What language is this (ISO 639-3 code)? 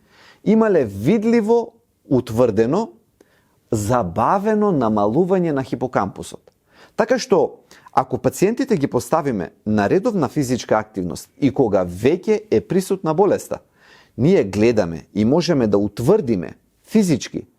mkd